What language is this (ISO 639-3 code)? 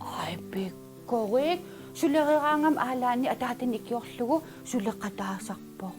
kal